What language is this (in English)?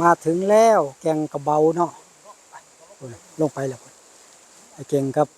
Northeastern Thai